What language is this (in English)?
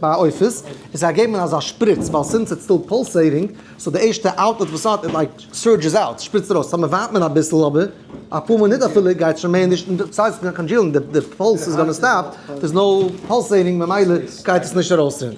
Yiddish